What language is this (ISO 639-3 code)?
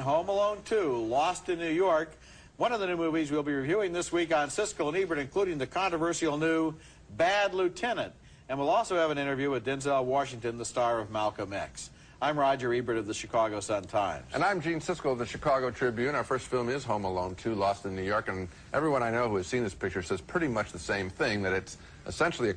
eng